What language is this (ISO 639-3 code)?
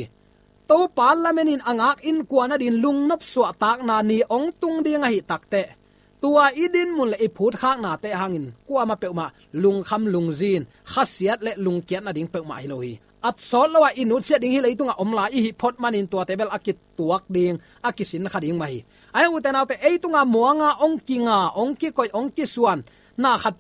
ctd